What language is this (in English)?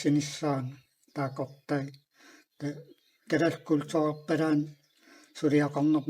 Kalaallisut